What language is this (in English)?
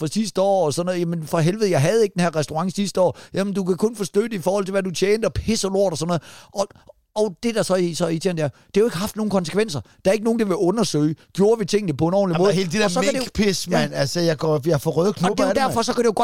Danish